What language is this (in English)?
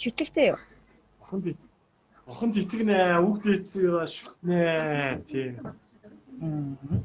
Mongolian